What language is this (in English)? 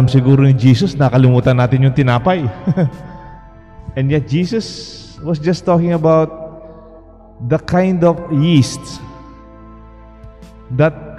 Filipino